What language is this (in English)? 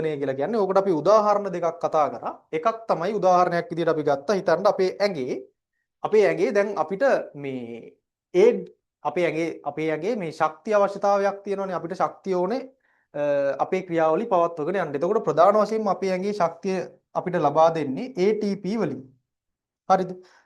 Sinhala